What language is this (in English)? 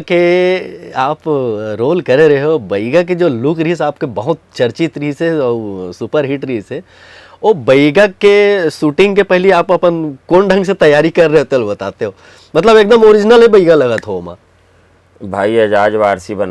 Chhattisgarhi